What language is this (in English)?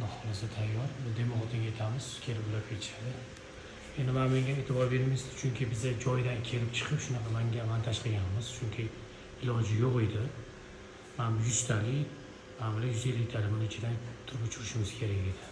Uzbek